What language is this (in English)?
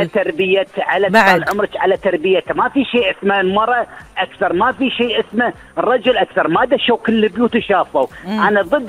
Gulf Arabic